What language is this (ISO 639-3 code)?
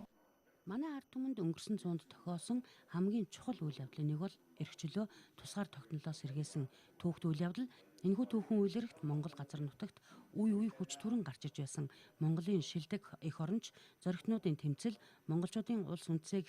mon